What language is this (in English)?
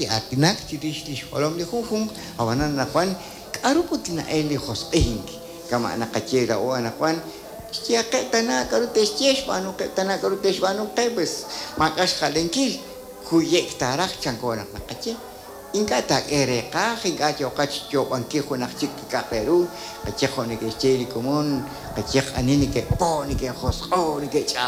Kekchí